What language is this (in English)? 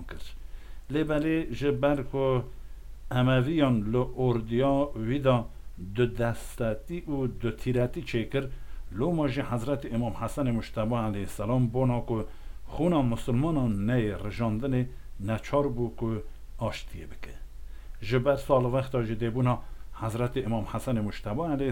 Kurdish